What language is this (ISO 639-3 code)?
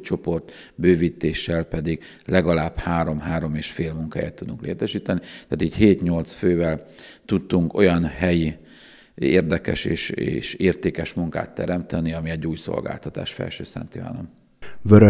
hun